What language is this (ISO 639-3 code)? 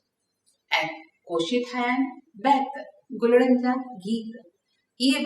snd